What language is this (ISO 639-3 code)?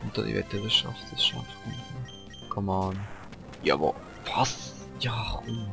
gsw